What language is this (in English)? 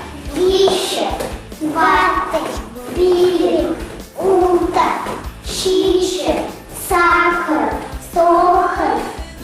Chuvash